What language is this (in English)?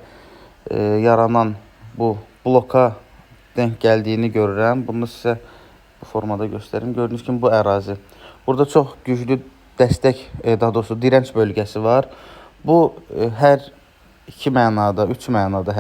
Azerbaijani